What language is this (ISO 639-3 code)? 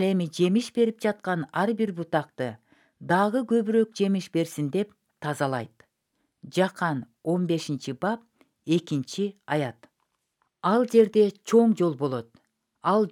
kir